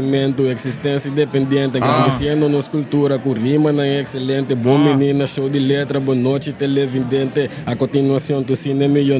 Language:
Papiamento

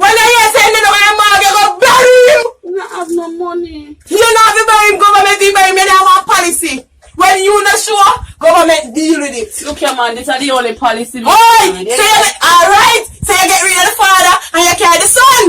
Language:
Jamaican Creole English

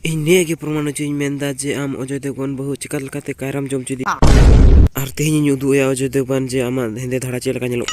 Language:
Santali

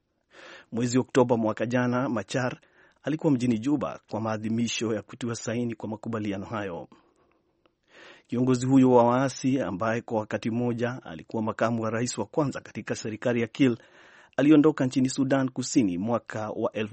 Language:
Swahili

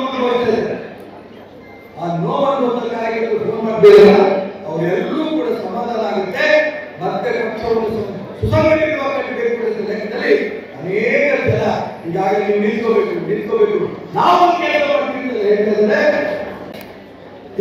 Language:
Kannada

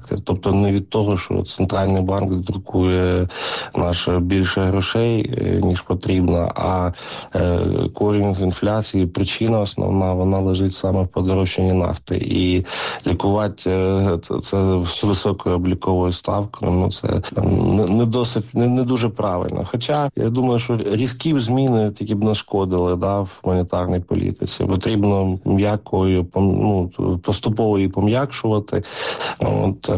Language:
Ukrainian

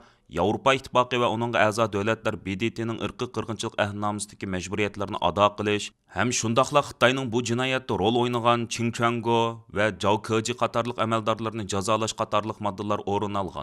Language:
Uyghur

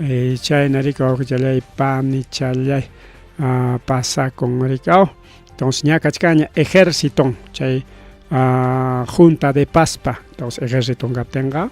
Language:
Ayacucho Quechua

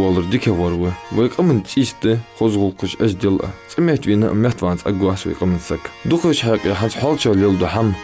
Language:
Ingush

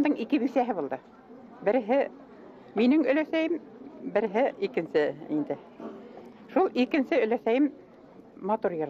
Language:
Bashkir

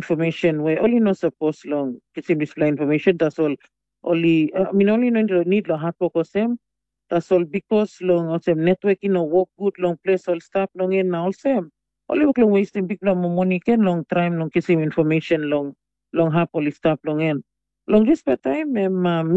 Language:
Tok Pisin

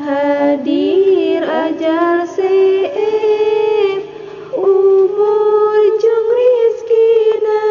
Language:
Sundanese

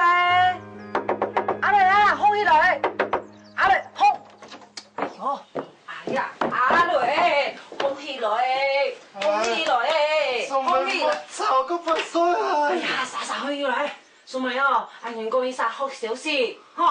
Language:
Hakka Chinese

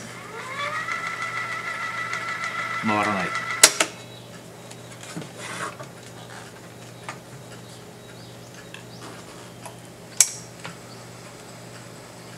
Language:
Japanese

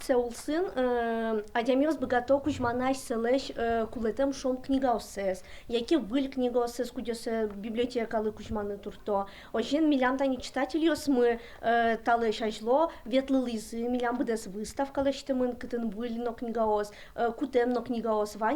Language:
Udmurt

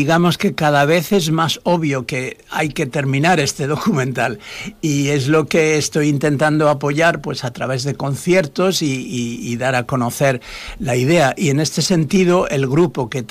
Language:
Spanish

